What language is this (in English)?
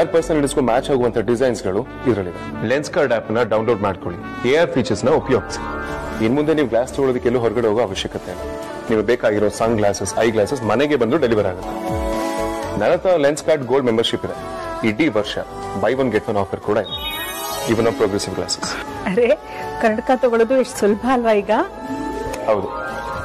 Kannada